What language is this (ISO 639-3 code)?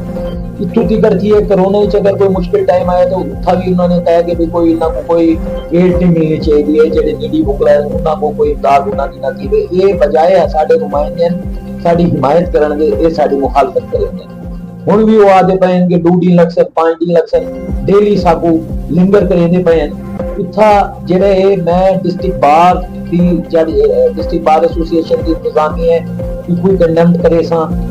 skr